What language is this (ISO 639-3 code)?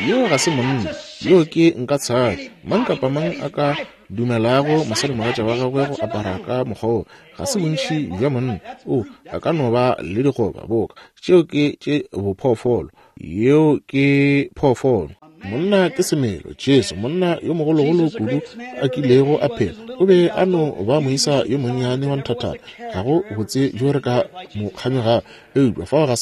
nso